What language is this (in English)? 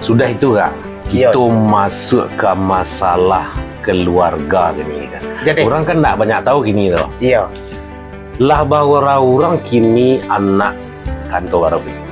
Minangkabau